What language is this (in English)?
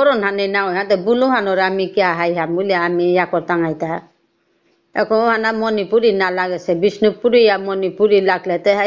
Bishnupriya